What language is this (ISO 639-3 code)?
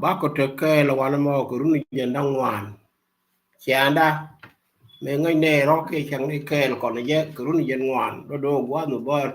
nus